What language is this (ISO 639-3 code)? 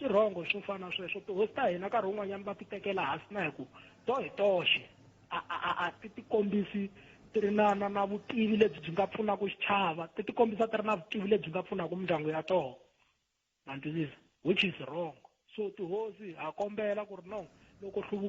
tso